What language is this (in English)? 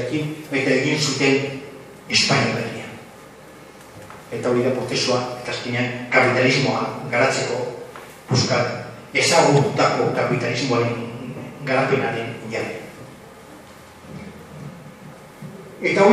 Basque